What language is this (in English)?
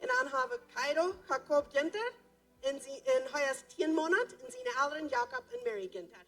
Plautdietsch